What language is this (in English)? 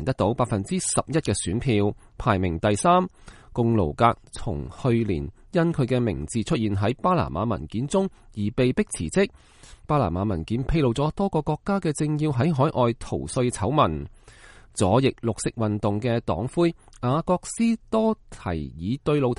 Cantonese